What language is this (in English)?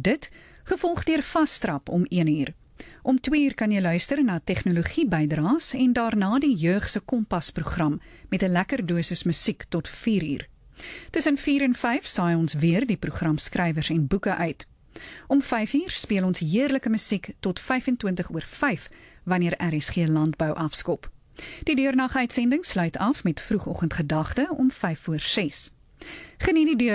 Afrikaans